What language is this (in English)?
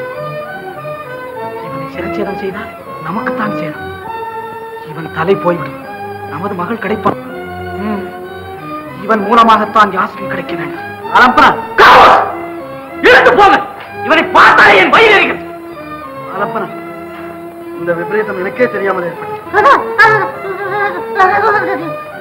Tamil